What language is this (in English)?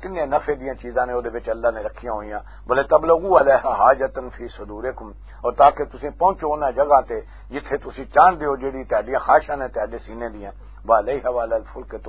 Western Panjabi